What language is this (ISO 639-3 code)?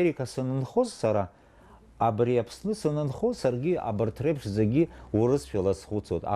abk